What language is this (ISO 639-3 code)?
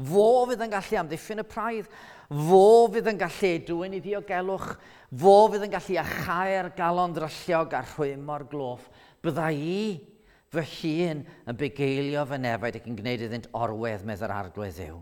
cym